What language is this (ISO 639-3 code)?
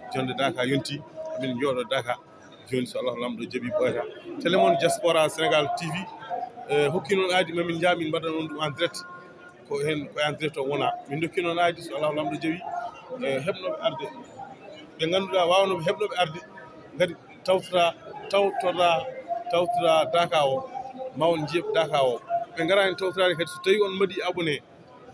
ful